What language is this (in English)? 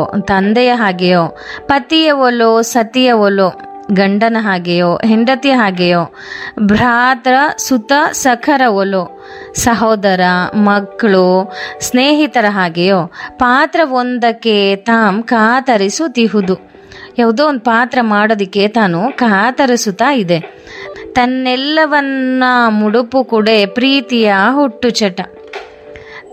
Kannada